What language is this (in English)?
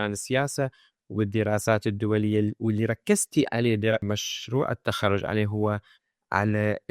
Mesopotamian Arabic